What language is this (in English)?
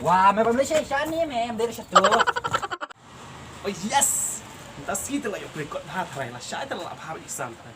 Khasi